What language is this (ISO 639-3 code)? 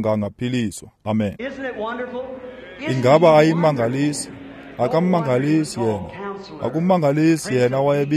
xho